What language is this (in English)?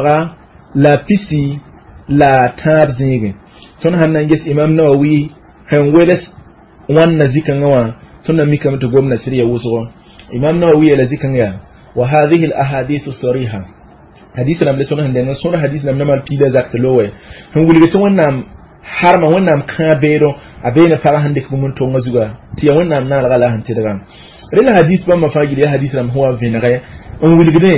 Mossi